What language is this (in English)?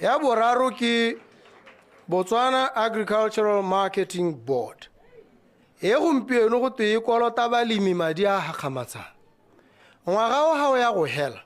Tswana